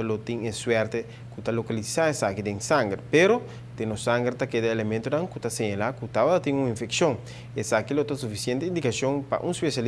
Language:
Papiamento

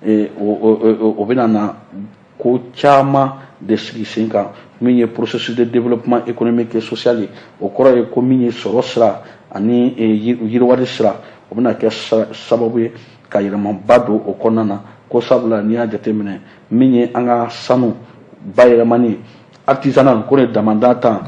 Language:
Bambara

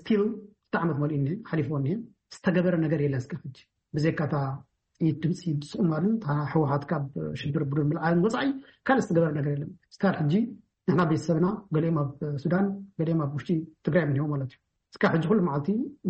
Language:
Tigrinya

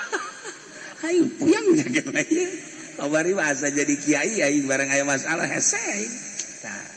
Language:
Sundanese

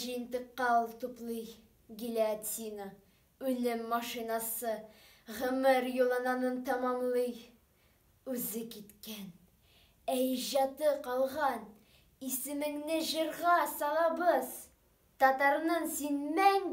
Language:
Tatar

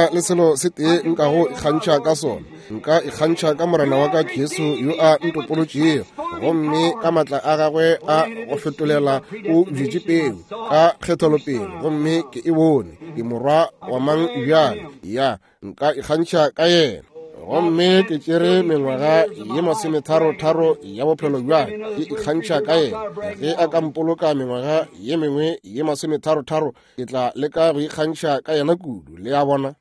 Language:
Northern Sotho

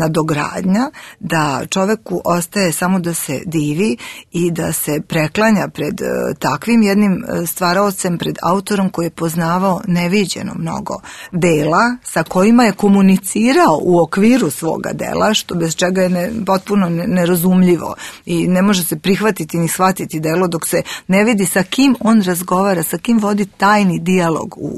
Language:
Serbian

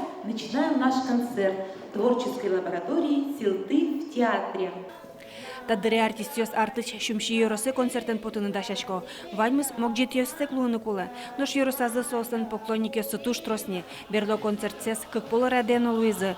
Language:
Udmurt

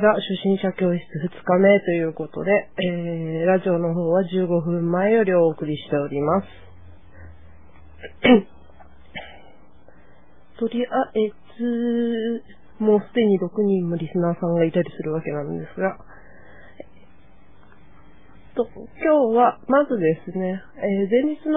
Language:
Japanese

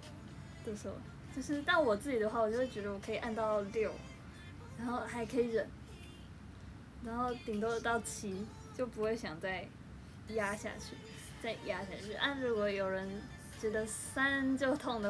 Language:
Chinese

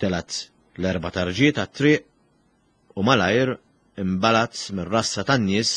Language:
Maltese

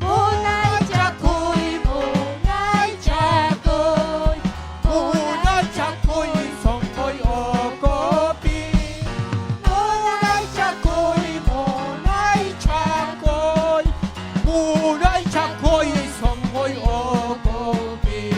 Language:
Ayacucho Quechua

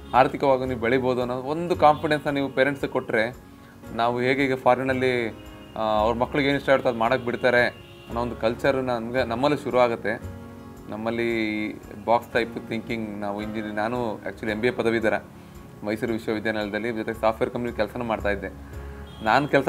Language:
Kannada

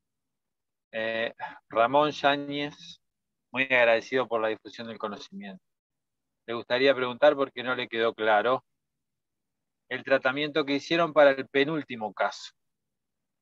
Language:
Spanish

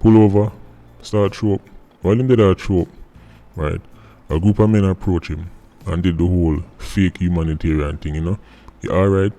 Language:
Jamaican Creole English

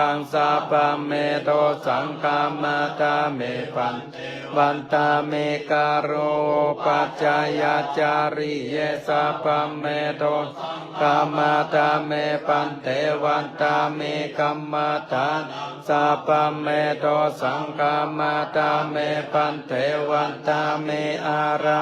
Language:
Pali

